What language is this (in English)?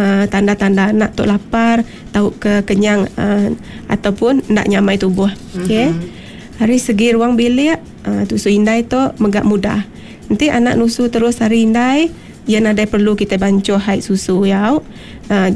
Iban